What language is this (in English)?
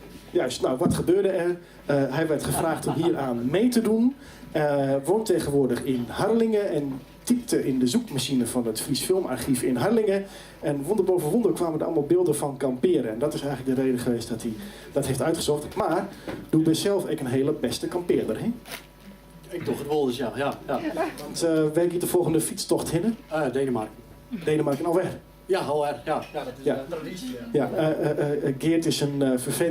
Western Frisian